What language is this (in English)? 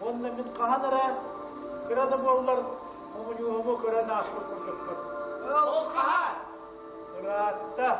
Yakut